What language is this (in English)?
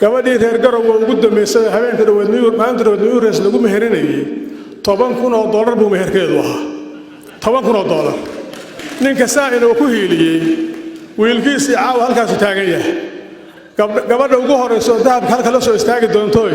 Somali